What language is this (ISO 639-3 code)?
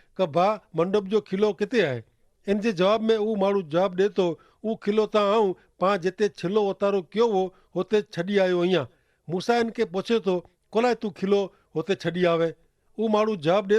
kfr